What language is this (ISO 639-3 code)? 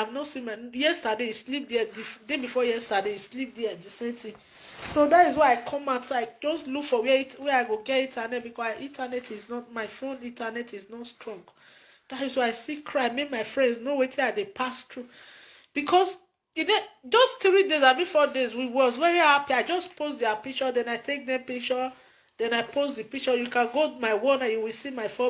pcm